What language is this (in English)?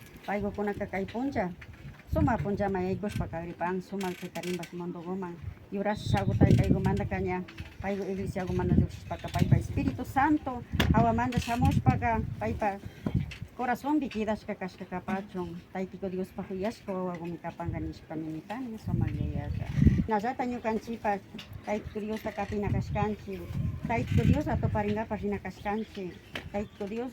Imbabura Highland Quichua